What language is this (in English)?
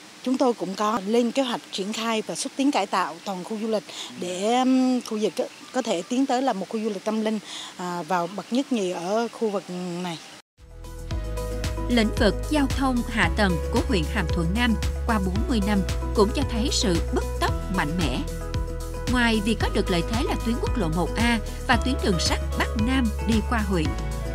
Vietnamese